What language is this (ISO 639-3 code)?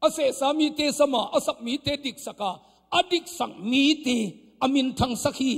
ctd